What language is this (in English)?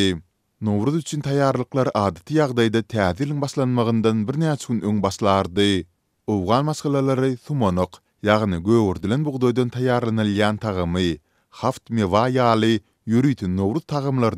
Turkmen